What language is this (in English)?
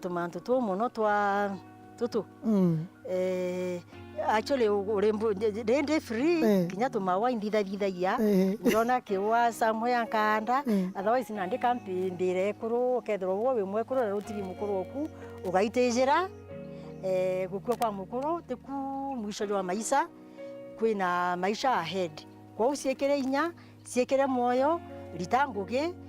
Meru